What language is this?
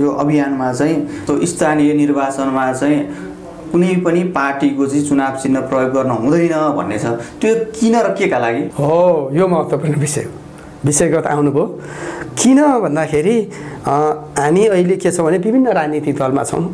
Nepali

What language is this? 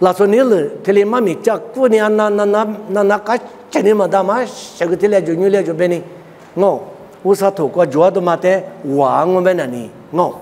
Lisu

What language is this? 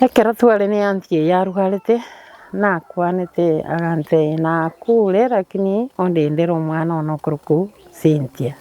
Gusii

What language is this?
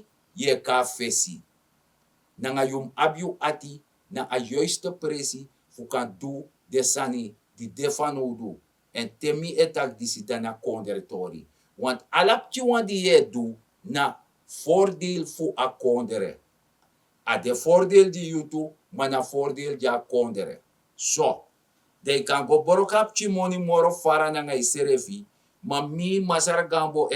Sranan Tongo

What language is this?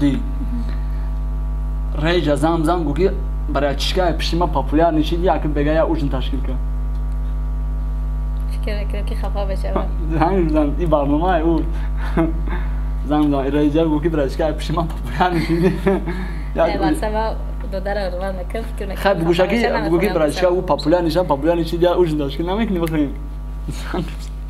Tajik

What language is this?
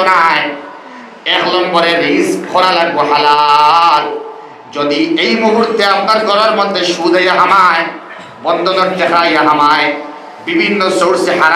Sylheti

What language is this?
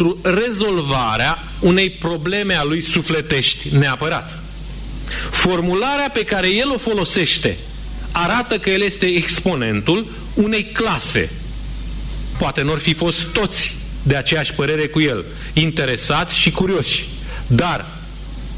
Romanian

